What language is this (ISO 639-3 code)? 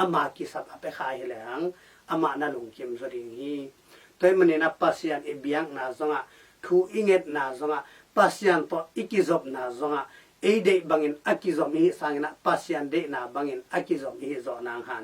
ctd